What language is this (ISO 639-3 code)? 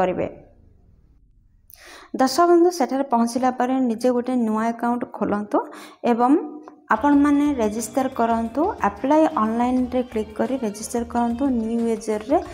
ori